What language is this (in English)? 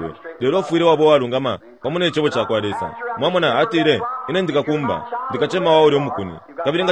Bemba